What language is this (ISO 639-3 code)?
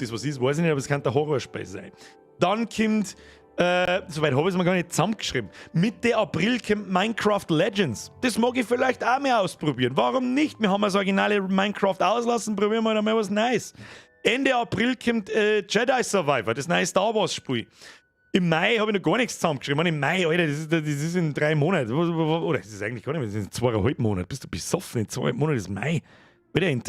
bar